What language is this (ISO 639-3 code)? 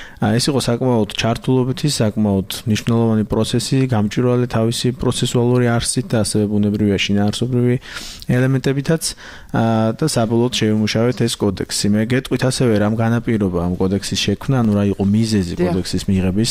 kat